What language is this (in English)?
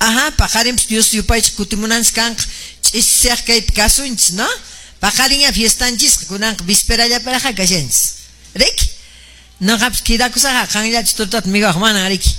Quechua